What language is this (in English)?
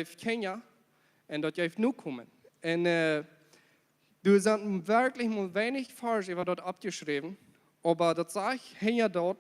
Plautdietsch